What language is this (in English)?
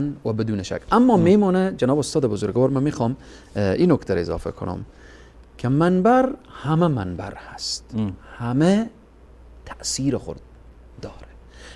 Persian